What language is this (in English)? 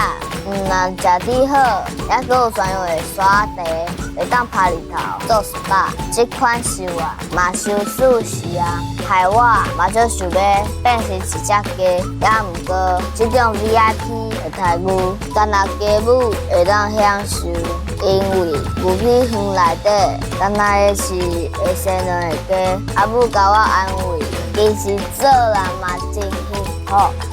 Min Nan Chinese